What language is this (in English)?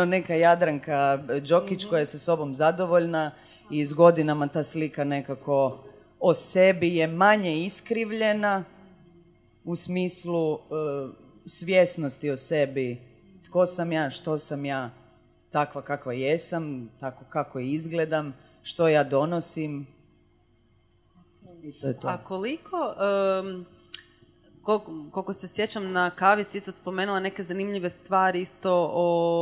Croatian